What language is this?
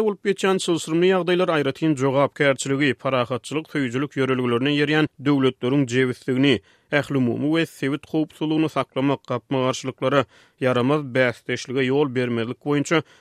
Turkmen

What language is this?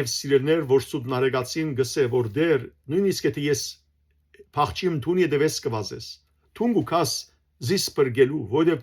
Western Armenian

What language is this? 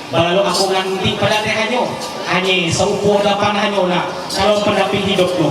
Ma'anyan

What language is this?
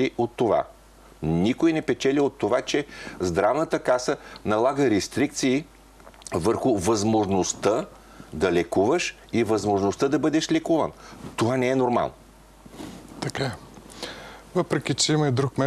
Bulgarian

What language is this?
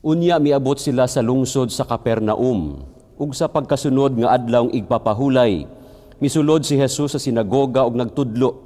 Cebuano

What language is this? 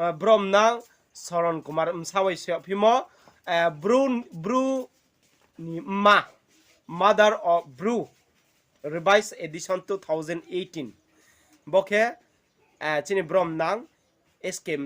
Riang (India)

